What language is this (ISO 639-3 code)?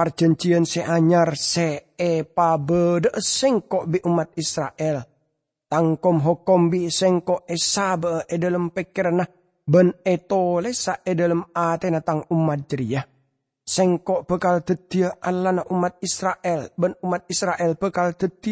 mad